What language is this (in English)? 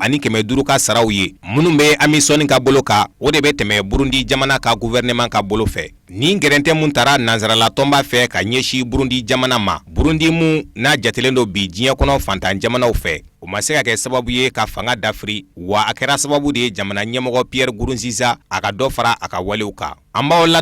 Bambara